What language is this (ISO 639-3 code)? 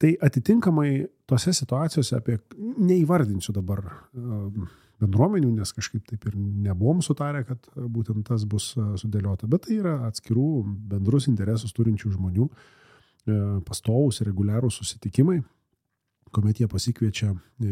lit